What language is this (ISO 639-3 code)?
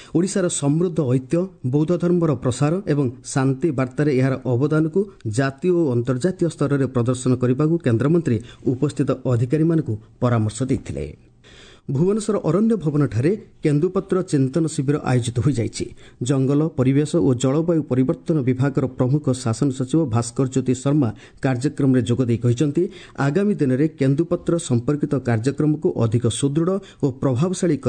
ori